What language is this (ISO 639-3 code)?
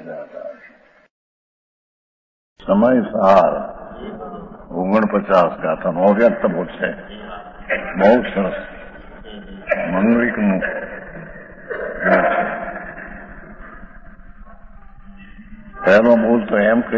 guj